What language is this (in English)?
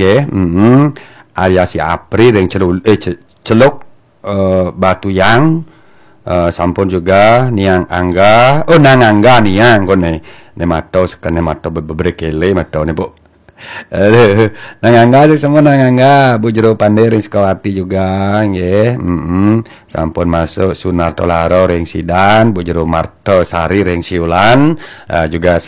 Balinese